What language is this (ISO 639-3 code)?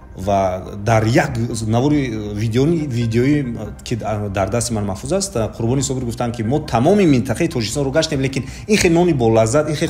tgk